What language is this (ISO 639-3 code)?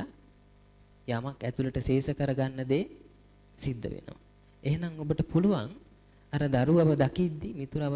sin